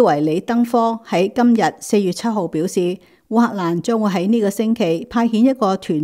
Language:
Cantonese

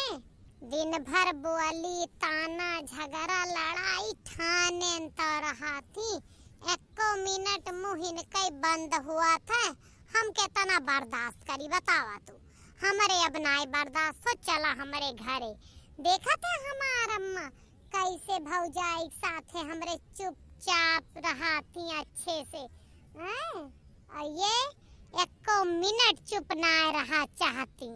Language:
Awadhi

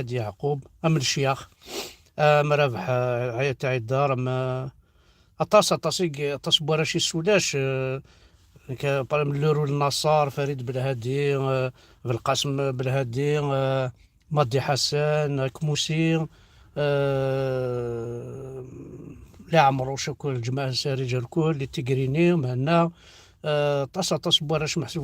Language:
Kabyle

